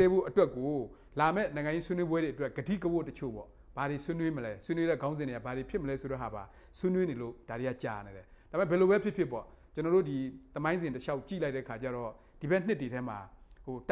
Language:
Burmese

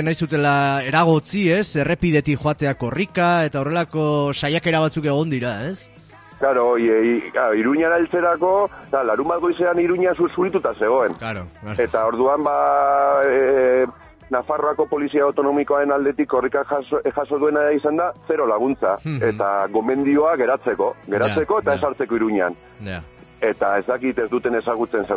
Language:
Basque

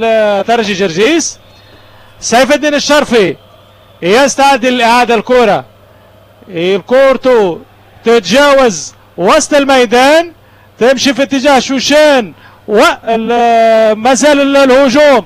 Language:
Tunisian Arabic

